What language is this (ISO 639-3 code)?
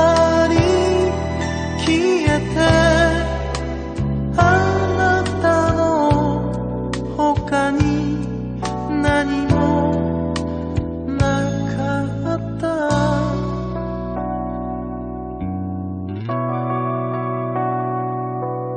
jpn